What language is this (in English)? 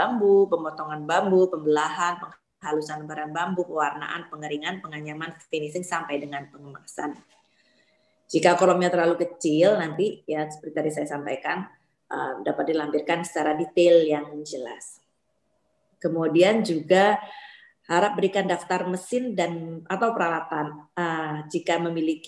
Indonesian